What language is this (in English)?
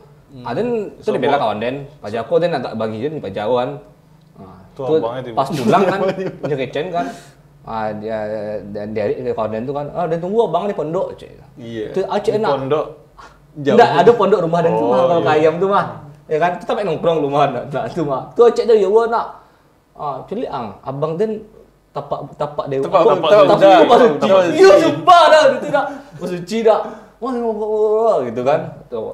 Minangkabau